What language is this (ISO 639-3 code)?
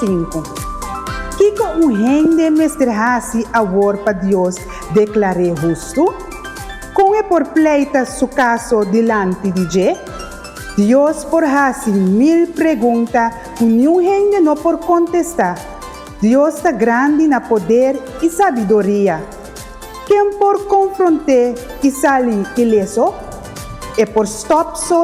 pap